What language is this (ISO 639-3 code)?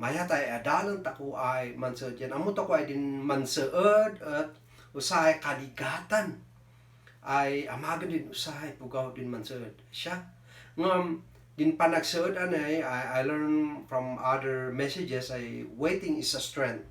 kne